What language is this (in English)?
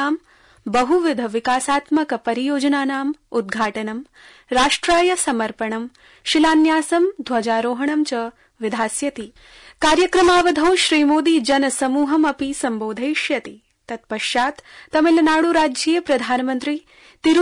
Sanskrit